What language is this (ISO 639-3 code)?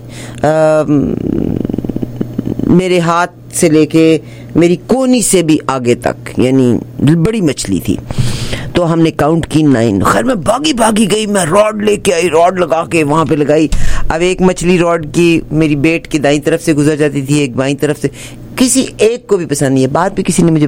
hin